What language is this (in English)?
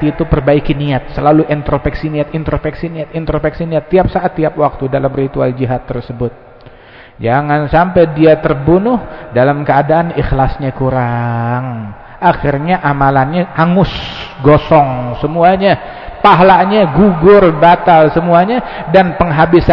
Indonesian